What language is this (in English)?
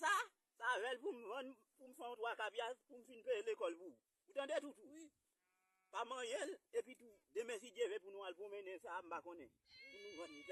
Haitian Creole